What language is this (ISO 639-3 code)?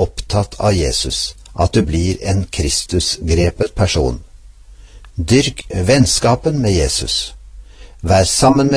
nor